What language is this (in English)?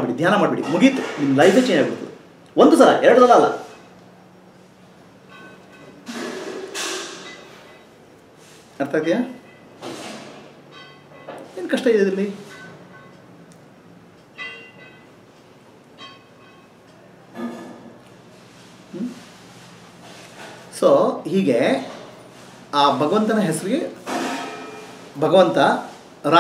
Kannada